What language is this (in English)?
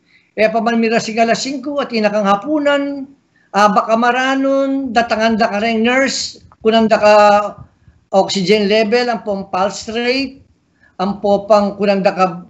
Pampanga